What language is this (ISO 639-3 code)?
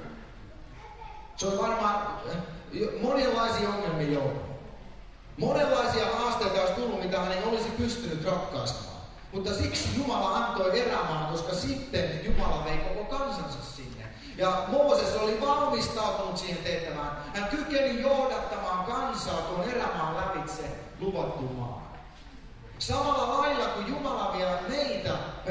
fin